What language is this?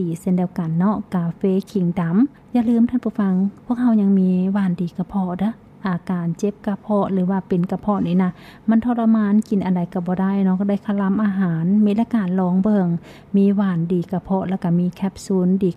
Lao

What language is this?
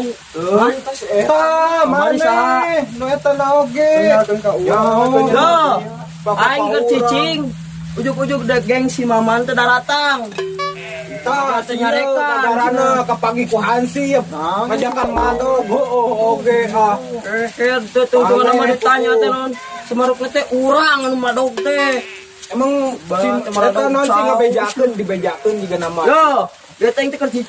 Sundanese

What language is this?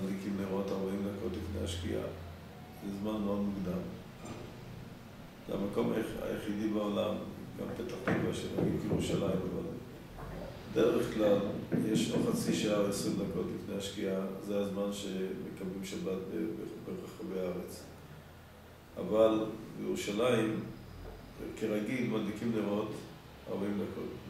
Hebrew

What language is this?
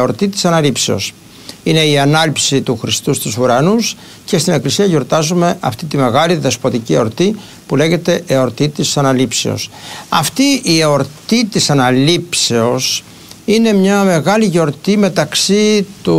Greek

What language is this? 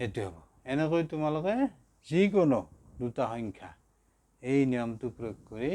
Assamese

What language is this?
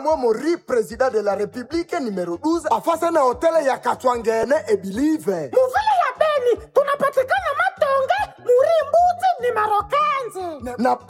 Swahili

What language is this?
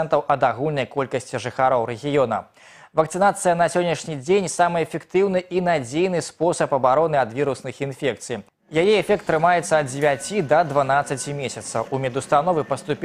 Belarusian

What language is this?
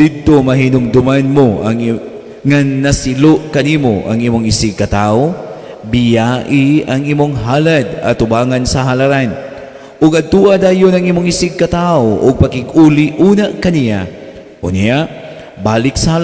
Cebuano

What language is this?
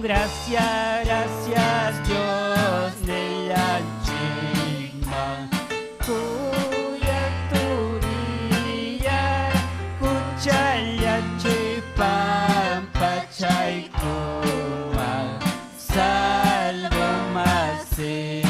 Ayacucho Quechua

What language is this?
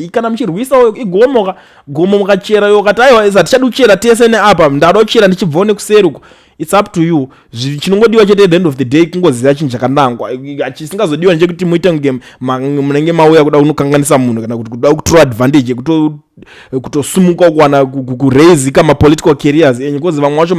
Shona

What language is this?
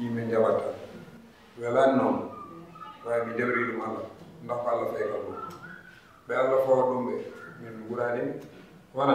Fula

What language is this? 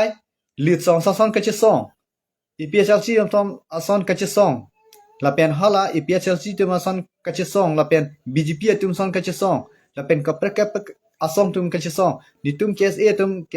Karbi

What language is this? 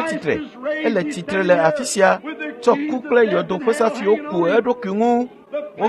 Ewe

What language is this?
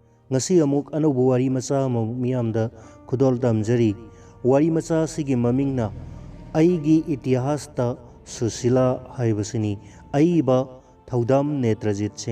Manipuri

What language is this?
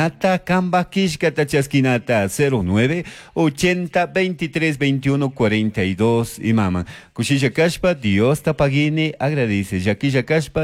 Chimborazo Highland Quichua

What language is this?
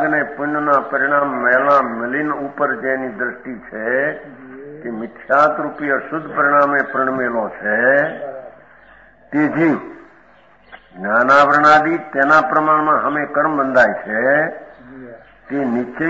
Gujarati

